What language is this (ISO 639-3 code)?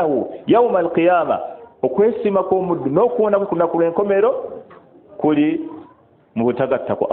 lug